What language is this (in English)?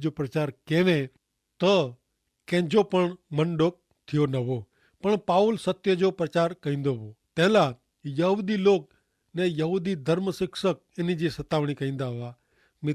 Kachhi